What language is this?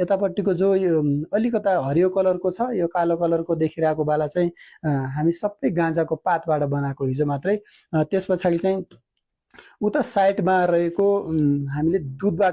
Nepali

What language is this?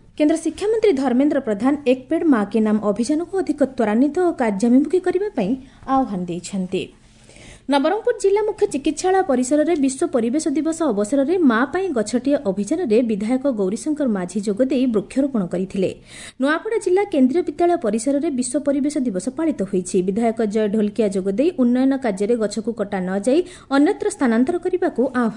Odia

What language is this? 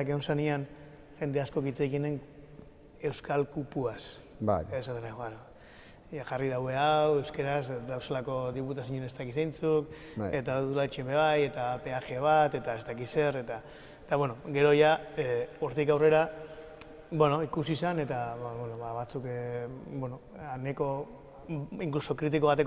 Basque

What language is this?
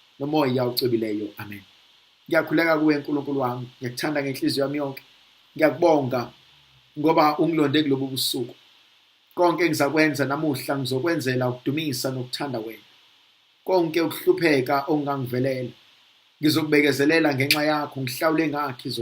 Zulu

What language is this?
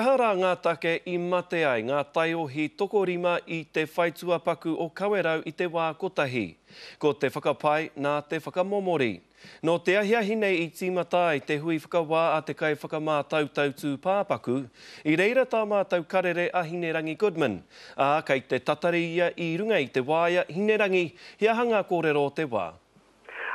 Māori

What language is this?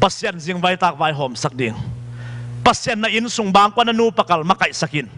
Tedim Chin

